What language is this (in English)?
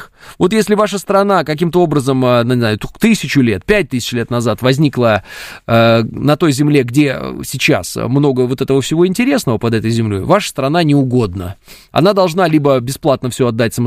Russian